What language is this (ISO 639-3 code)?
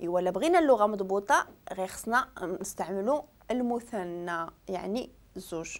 ary